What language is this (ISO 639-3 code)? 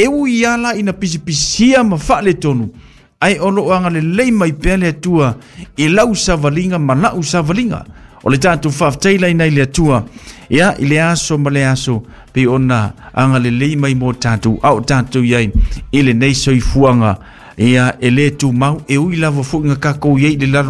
smo